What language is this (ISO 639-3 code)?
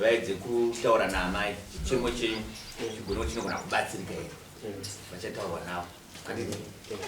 sna